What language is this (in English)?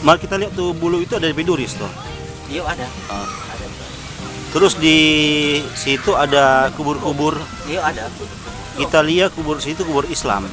Manado Malay